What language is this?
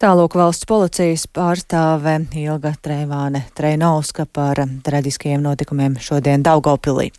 Latvian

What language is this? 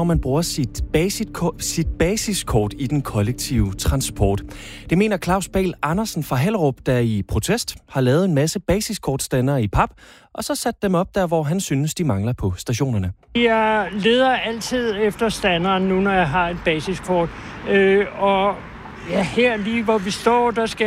Danish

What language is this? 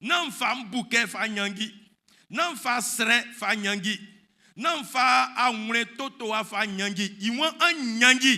Baoulé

